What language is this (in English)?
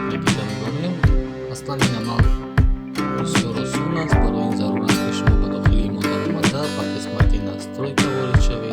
Tajik